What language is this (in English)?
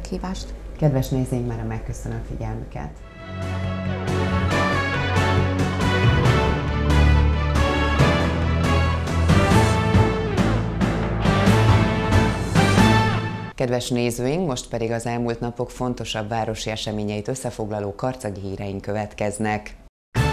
Hungarian